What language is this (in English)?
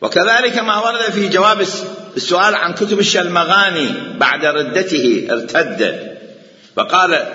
Mesopotamian Arabic